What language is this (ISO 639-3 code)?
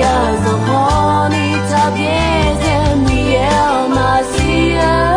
ahk